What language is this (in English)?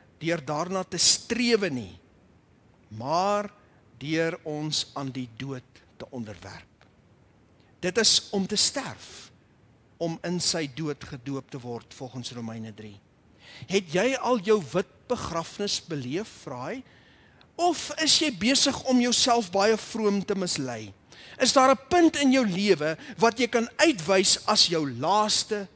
Afrikaans